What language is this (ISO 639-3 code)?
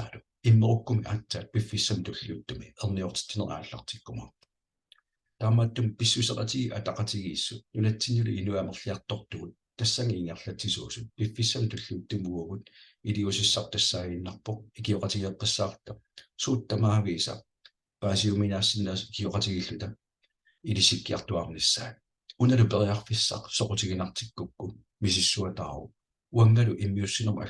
kal